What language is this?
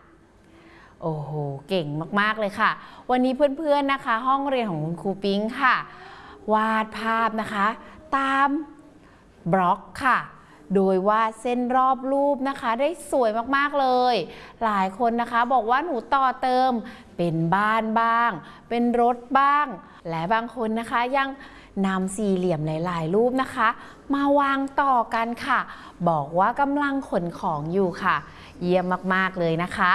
Thai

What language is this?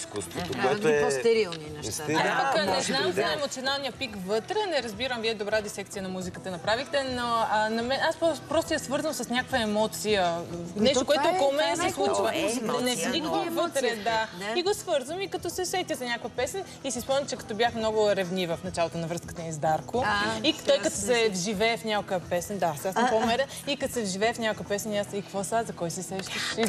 Bulgarian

